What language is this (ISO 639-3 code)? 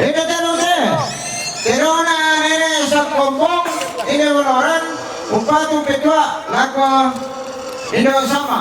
sda